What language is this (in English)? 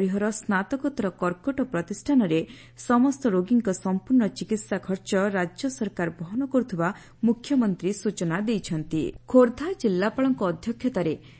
Odia